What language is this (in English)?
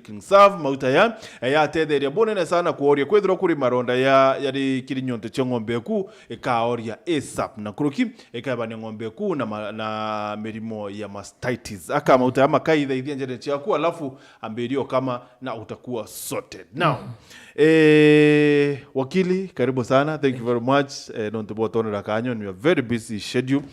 Meru